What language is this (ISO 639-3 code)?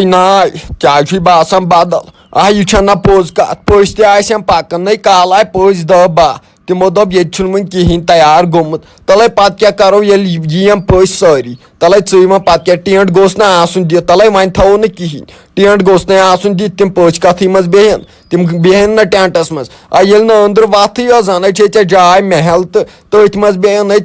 kas